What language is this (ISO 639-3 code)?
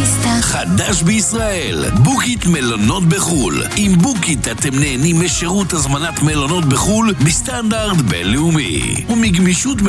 heb